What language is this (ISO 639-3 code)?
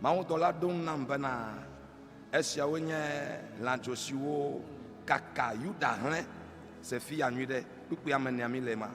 ewe